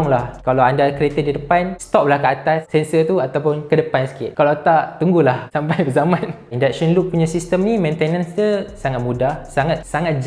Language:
Malay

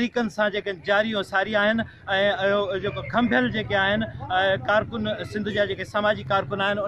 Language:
Sindhi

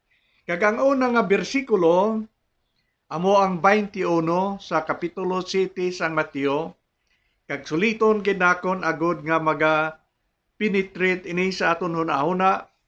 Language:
Hiligaynon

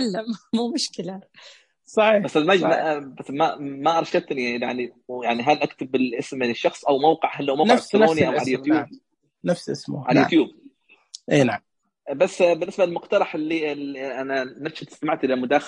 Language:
Najdi Arabic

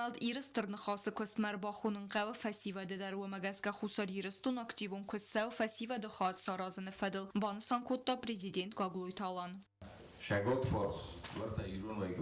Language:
Ossetic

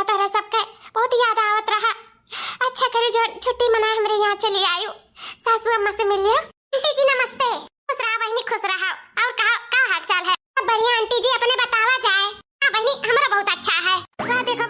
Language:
Awadhi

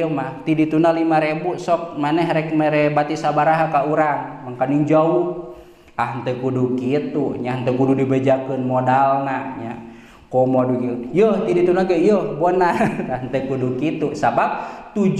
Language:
Sundanese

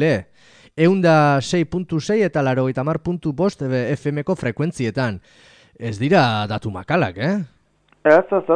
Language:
Basque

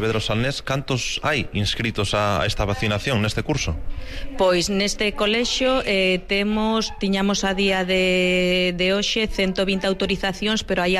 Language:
Galician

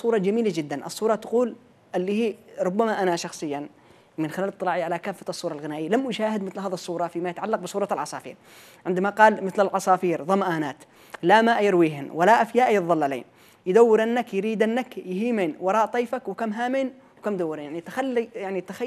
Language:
Arabic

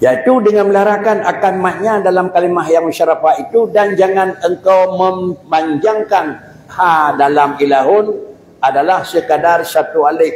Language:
Achinese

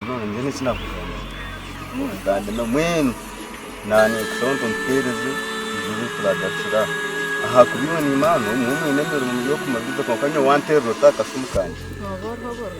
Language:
Nyankole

